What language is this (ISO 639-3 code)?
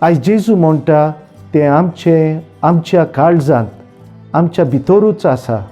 kok